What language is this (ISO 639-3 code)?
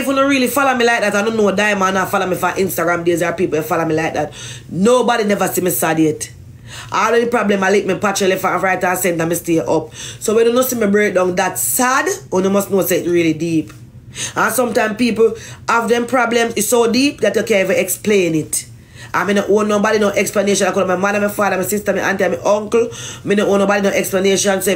jam